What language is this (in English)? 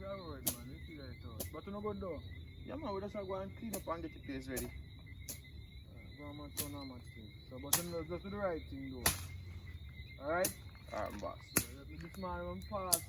Jamaican Creole English